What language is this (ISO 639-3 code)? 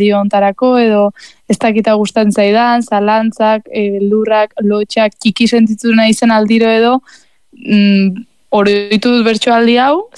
eus